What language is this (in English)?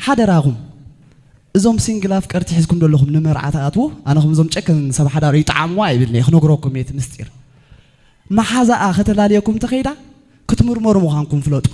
Tigrinya